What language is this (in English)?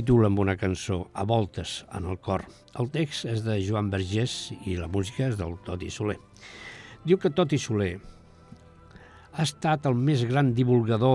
Catalan